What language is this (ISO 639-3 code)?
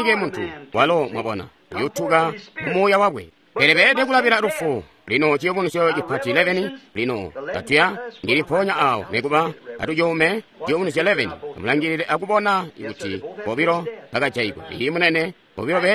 toi